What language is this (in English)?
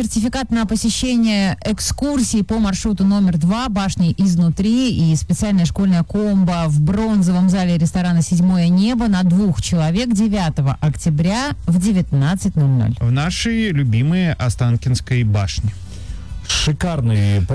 Russian